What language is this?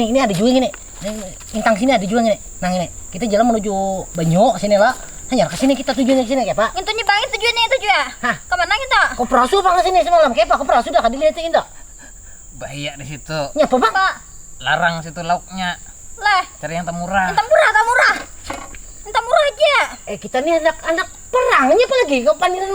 Banjar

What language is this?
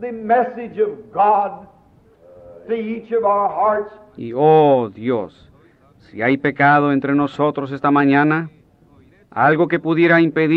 Spanish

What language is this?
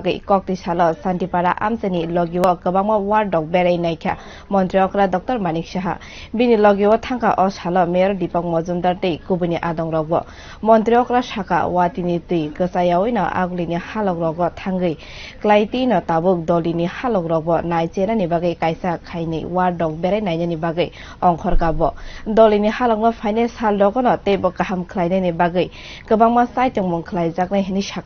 Kok Borok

